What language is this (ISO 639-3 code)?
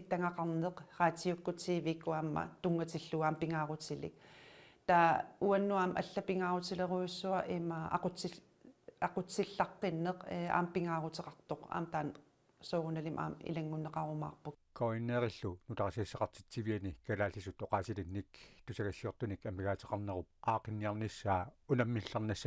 kal